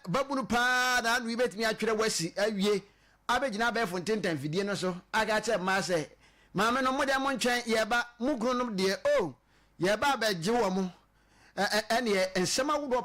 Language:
Akan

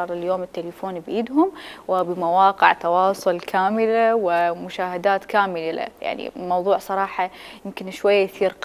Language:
Mesopotamian Arabic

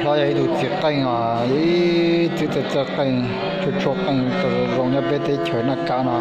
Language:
Hmong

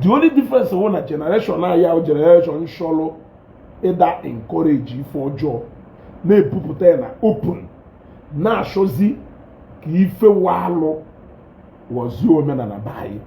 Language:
Igbo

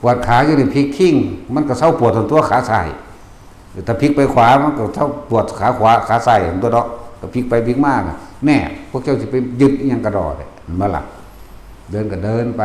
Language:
Northeastern Thai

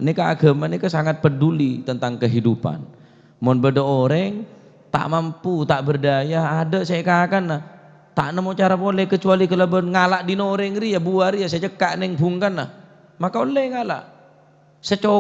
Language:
Madurese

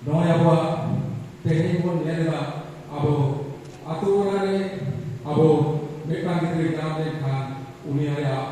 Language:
Santali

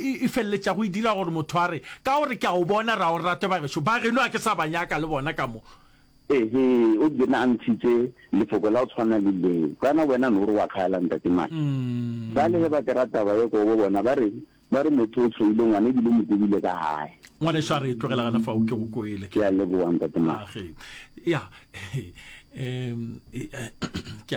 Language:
Northern Sotho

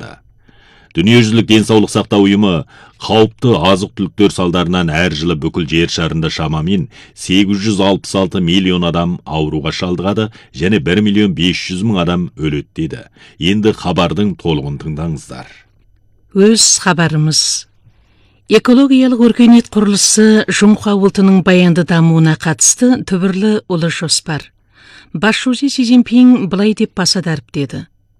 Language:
Kazakh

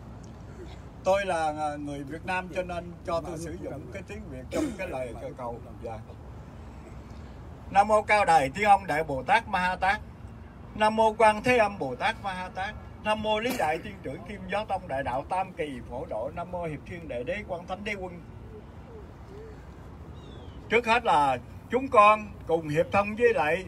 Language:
Vietnamese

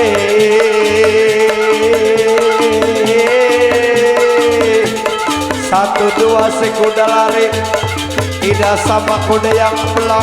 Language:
Betawi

